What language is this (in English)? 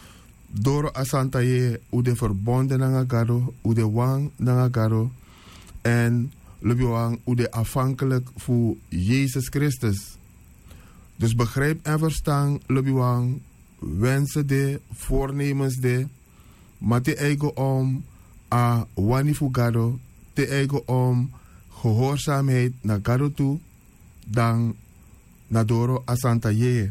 Sranan Tongo